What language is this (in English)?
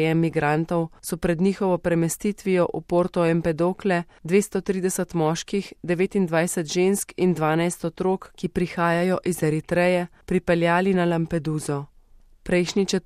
Slovenian